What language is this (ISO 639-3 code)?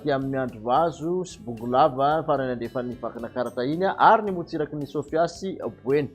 mlg